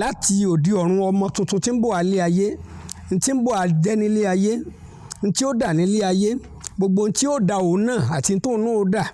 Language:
Yoruba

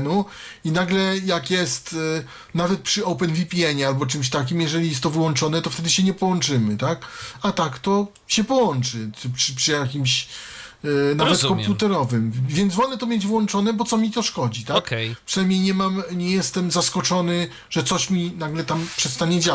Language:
Polish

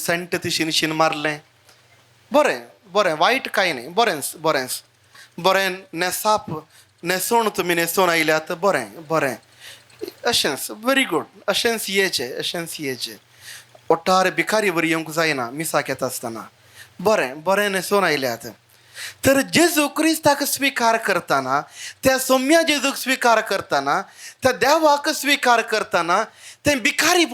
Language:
Konkani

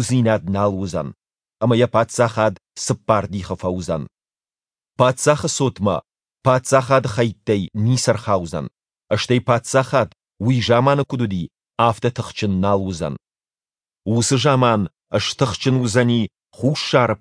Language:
Ossetic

